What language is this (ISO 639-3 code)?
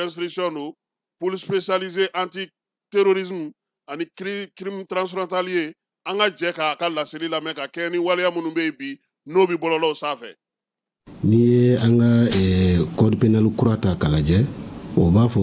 bam